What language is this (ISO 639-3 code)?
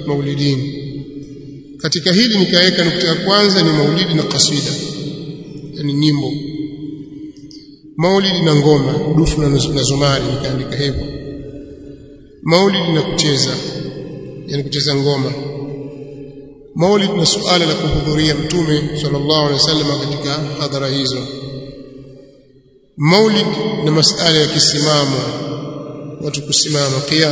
swa